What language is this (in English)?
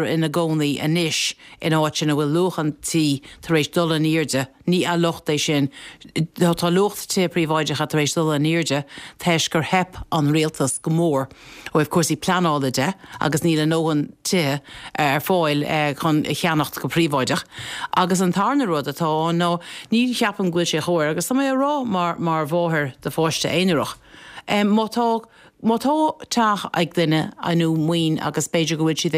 Irish